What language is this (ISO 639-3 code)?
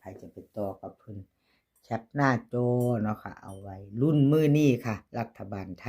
lao